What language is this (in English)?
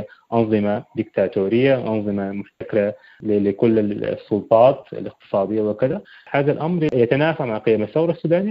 Sudanese Arabic